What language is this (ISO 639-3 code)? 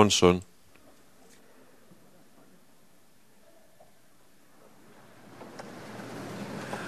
ell